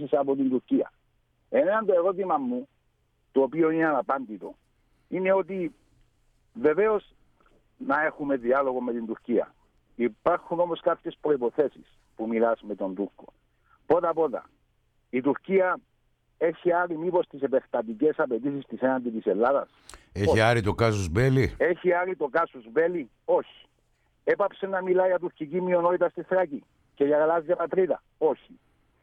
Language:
Greek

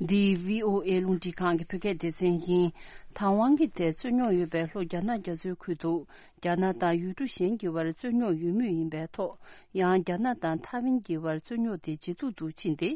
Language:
Tibetan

